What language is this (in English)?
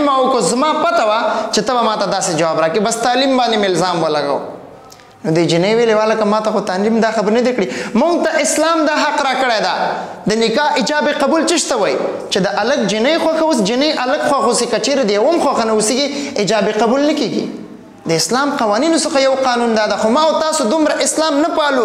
Pashto